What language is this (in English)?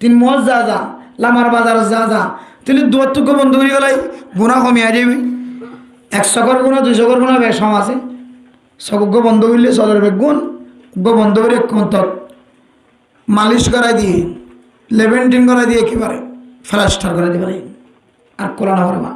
Rohingya